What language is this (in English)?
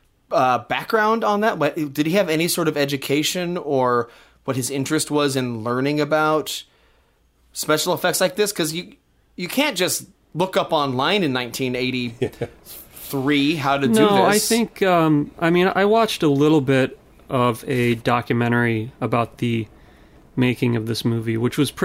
English